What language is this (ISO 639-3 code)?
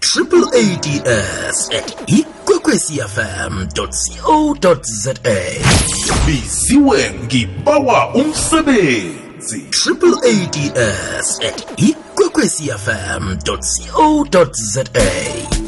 nbl